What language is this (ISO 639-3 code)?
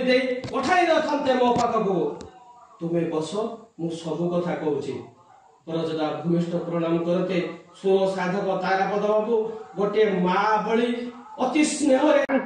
ori